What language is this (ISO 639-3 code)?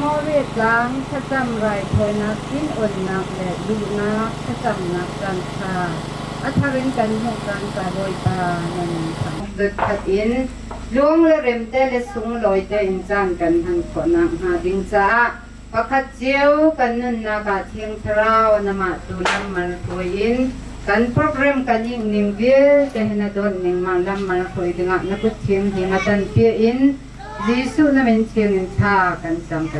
cnh